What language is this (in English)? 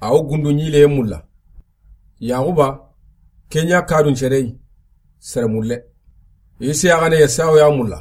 Soninke